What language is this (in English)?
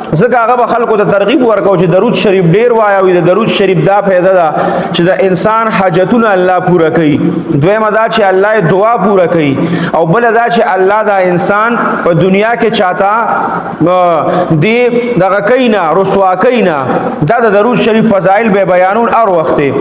Pashto